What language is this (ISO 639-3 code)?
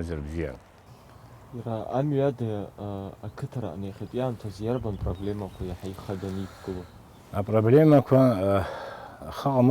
abk